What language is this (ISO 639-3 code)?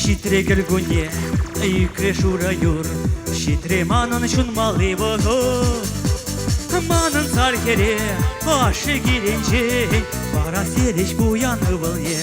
chv